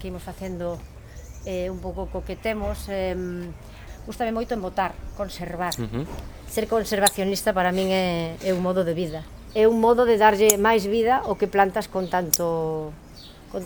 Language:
Galician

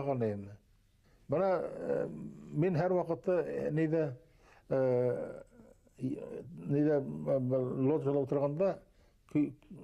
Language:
Bashkir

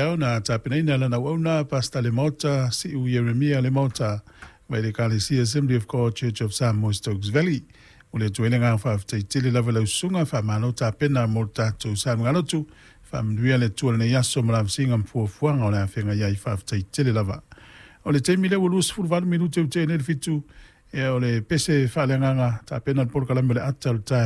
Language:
Samoan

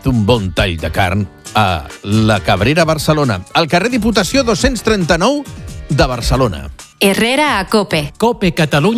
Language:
Catalan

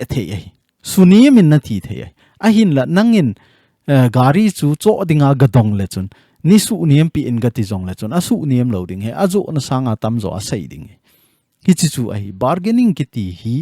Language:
Thado Chin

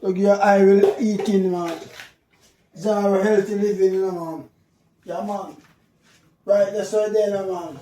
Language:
Jamaican Creole English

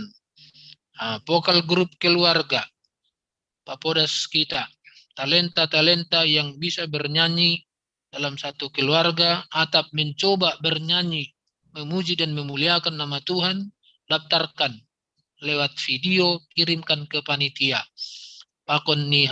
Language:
Batak Simalungun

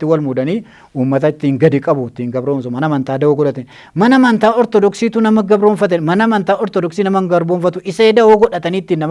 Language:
Oromo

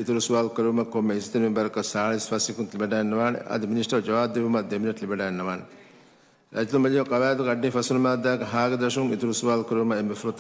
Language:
Divehi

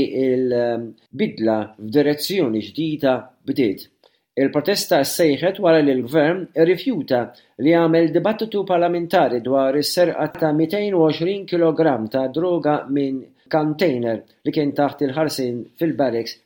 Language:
Maltese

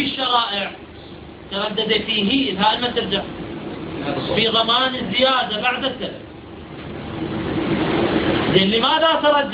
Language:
Arabic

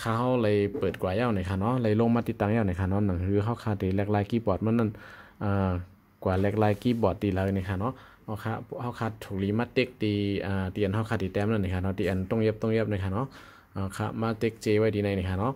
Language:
Shan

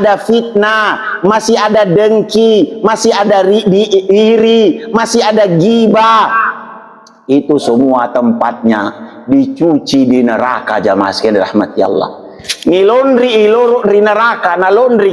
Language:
Makasar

